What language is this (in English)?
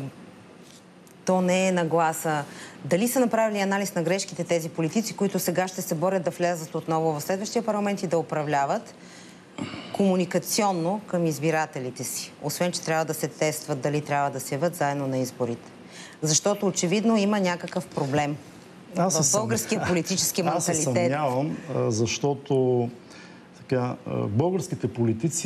Bulgarian